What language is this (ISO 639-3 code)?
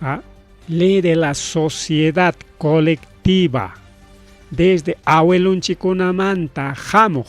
quy